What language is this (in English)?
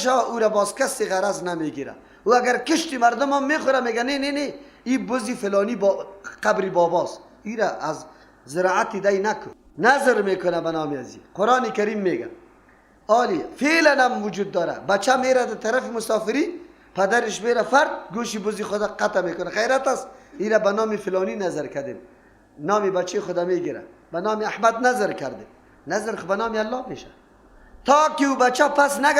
Persian